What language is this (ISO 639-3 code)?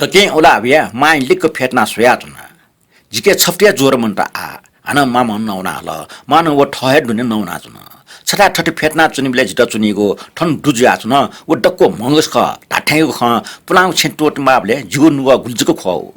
new